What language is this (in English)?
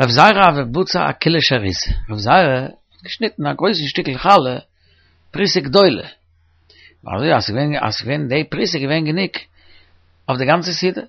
Yiddish